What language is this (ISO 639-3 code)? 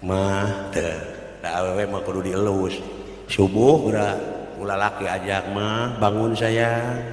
sun